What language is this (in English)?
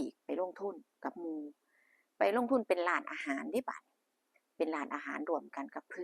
Northeastern Thai